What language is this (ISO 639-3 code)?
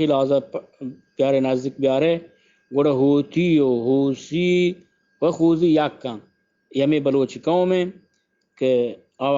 bgp